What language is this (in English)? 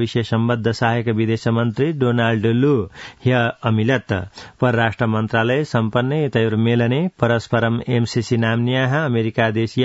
Sanskrit